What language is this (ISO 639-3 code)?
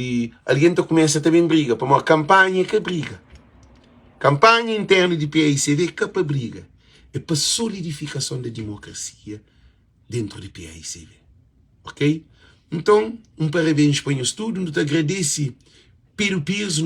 kea